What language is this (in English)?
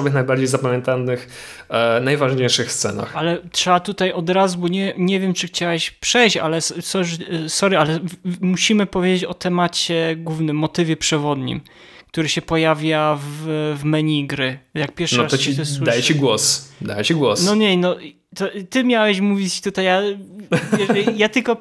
Polish